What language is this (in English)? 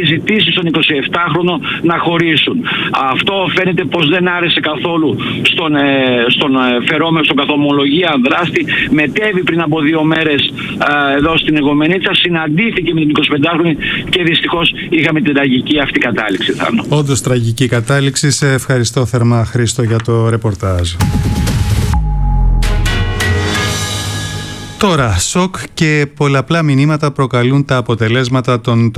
Greek